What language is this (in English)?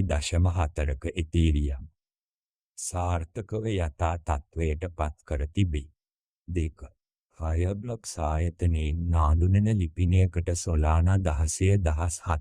Sinhala